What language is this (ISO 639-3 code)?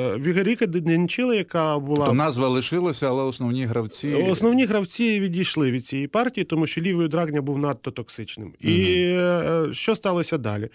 ukr